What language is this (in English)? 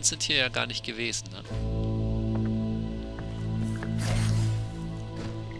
German